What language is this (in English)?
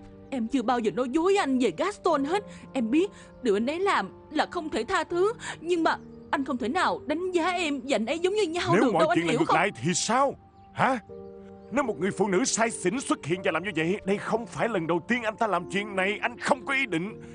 Vietnamese